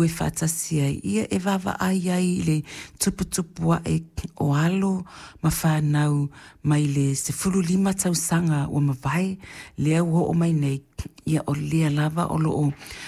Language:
Samoan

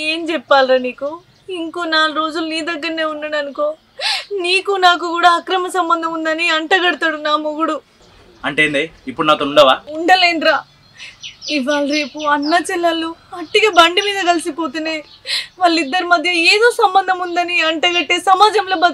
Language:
Telugu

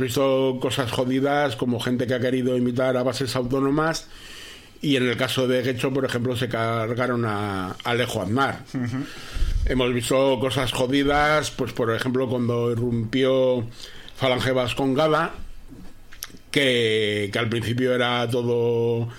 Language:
Spanish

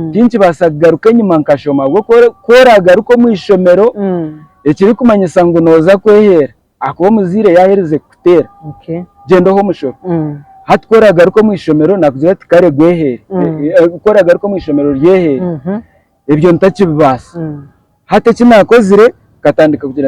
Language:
Nyankole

